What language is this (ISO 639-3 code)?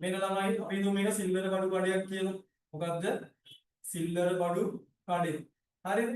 sin